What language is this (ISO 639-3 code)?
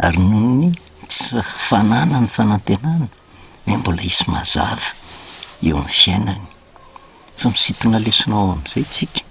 mlg